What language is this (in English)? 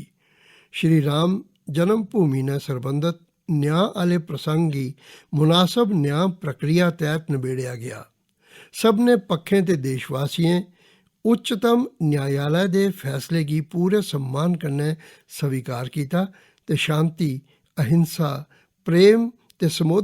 Dogri